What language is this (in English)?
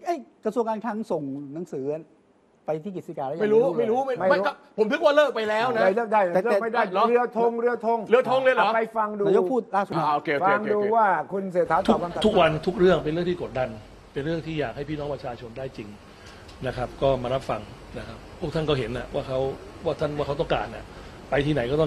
Thai